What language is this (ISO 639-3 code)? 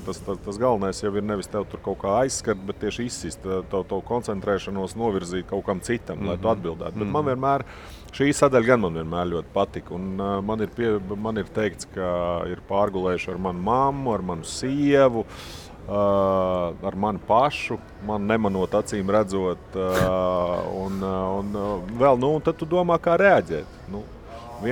lav